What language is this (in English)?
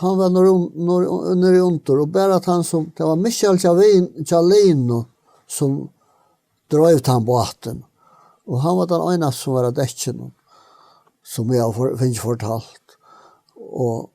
Faroese